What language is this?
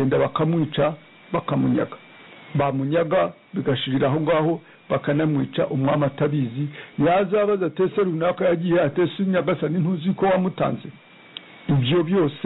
Kinyarwanda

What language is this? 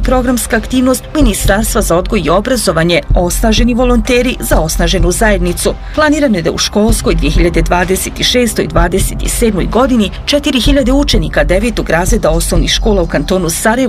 Bosnian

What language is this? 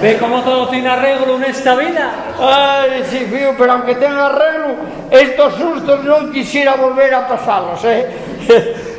Asturian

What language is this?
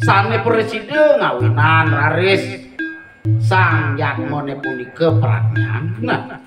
Balinese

